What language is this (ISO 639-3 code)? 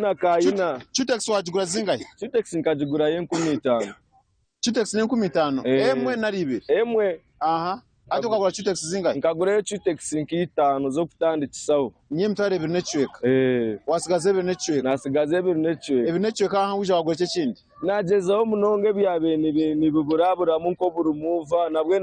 nyn